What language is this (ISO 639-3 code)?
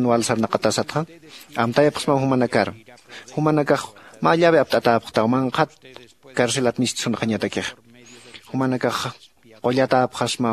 aym